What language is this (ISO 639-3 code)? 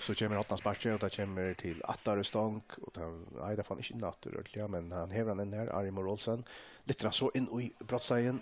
fao